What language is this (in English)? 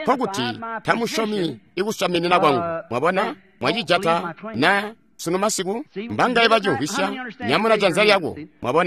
Tonga (Zambia)